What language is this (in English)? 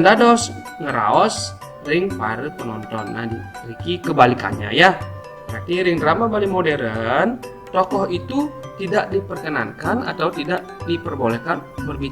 Balinese